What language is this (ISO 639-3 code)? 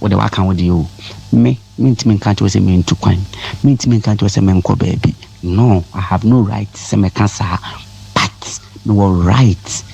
aka